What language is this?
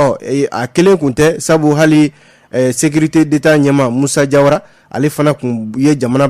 Bambara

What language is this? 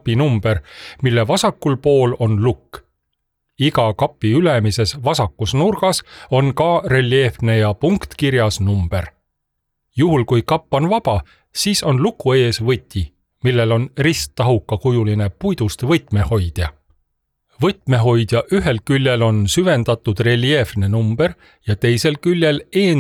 Estonian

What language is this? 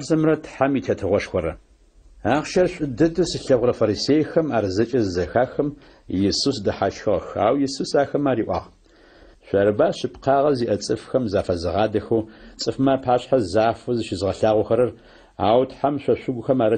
Adyghe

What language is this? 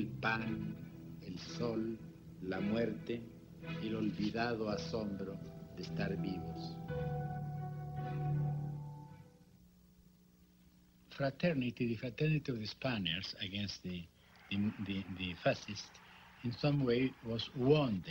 Spanish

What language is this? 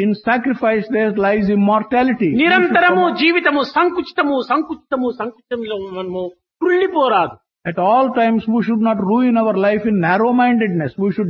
Telugu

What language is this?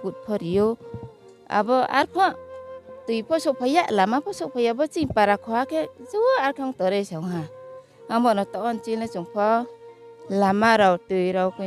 Riang (India)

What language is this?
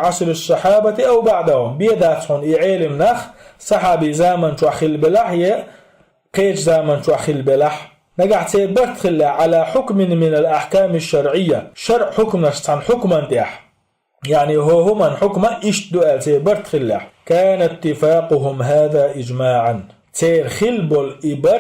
Chechen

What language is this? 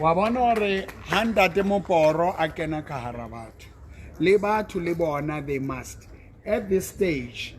Southern Sotho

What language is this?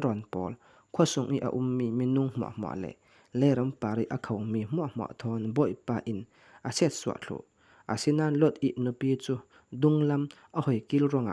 Falam Chin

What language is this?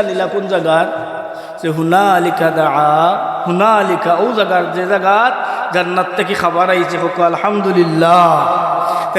Sylheti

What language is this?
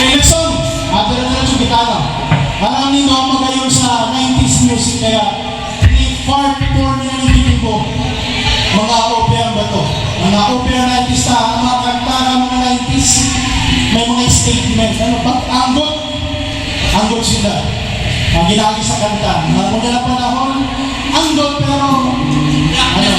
Bikol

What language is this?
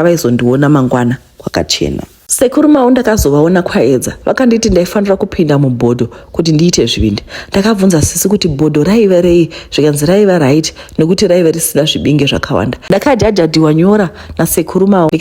Shona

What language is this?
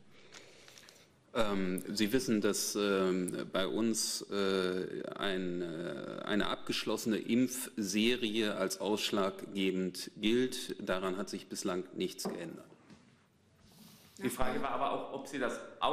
German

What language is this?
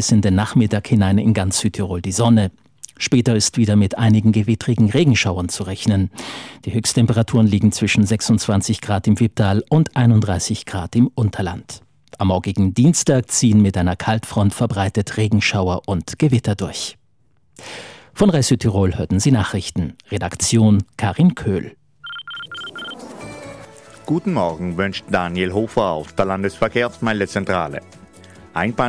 German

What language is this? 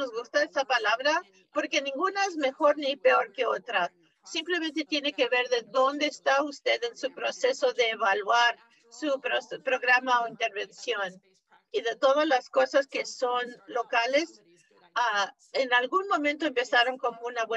Spanish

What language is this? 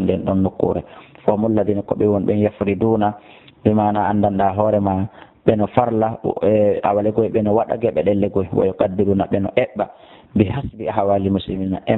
Fula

